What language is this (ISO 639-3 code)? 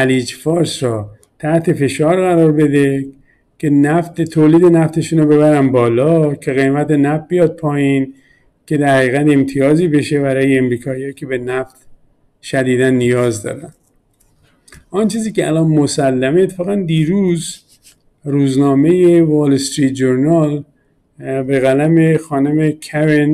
fas